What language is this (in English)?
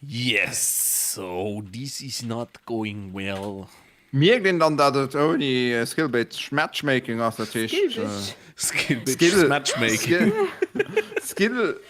Luxembourgish